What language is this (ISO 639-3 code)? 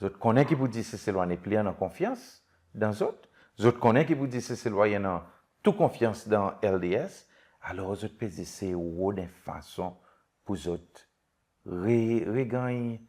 crs